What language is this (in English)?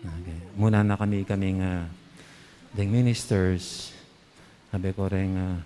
Pampanga